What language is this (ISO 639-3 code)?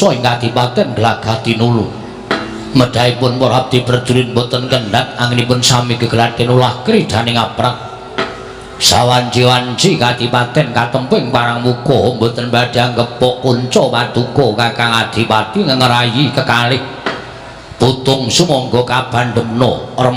jav